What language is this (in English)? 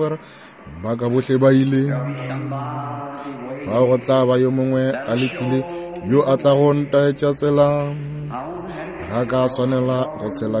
Northern Sotho